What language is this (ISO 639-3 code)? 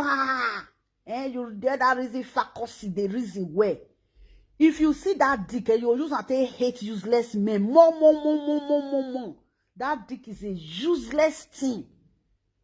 pcm